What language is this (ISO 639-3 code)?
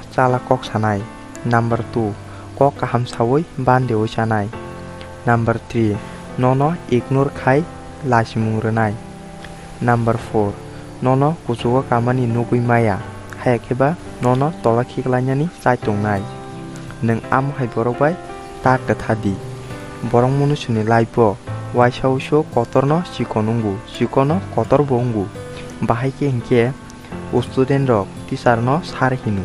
trp